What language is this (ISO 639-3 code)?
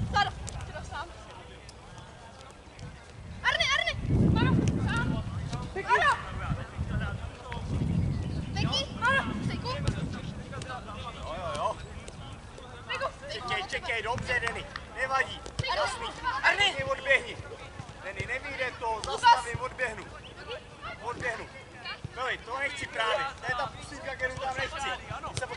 ces